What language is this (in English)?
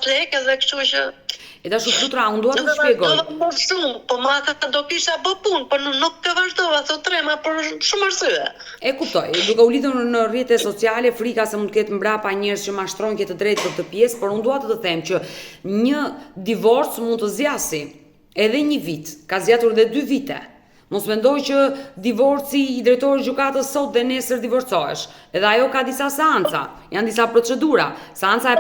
Albanian